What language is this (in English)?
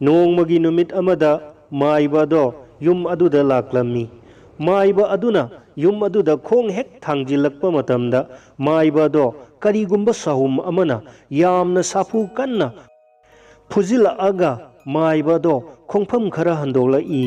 Manipuri